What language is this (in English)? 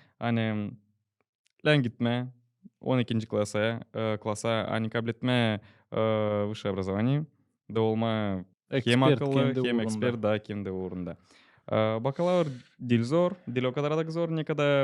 Gagauz